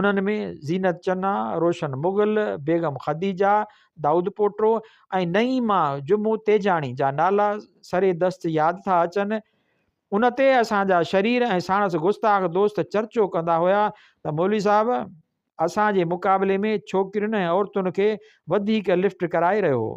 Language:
Sindhi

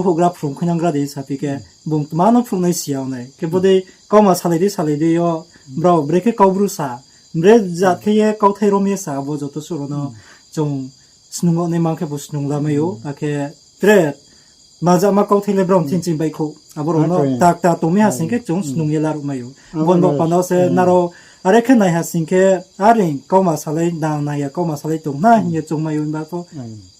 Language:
Riang (India)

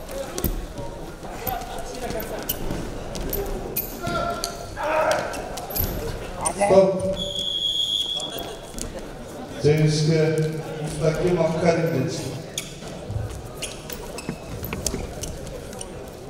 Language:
Kazakh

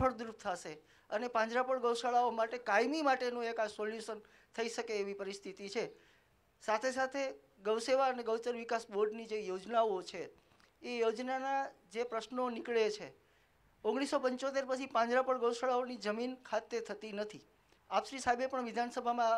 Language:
Gujarati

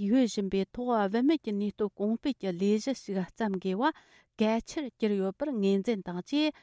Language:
Tibetan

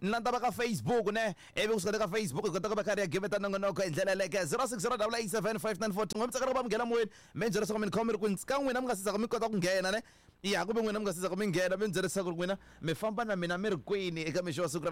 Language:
Tsonga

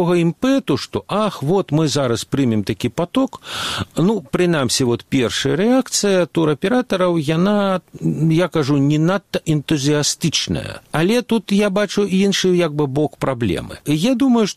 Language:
Belarusian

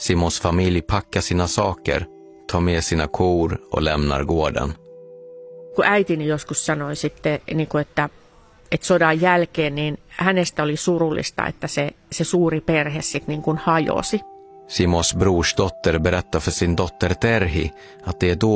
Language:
Swedish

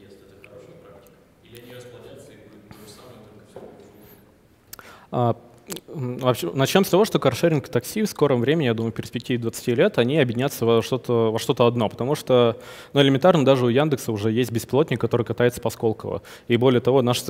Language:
Russian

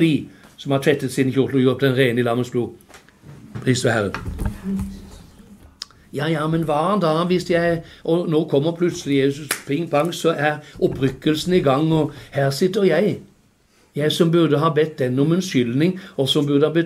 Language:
Norwegian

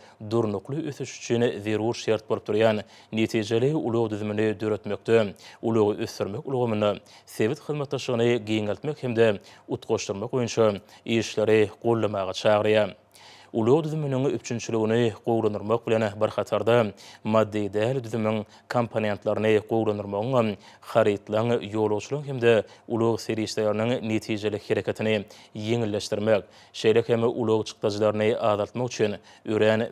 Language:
Turkmen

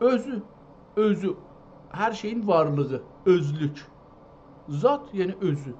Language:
South Azerbaijani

